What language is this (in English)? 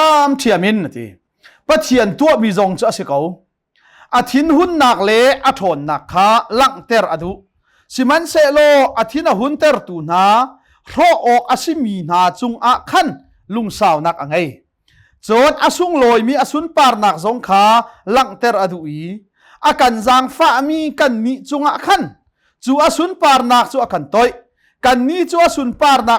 Hakha Chin